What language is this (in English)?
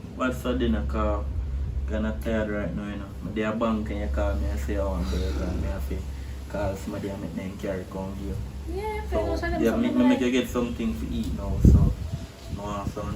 Jamaican Creole English